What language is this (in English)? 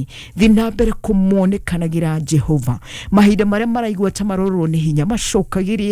Kikuyu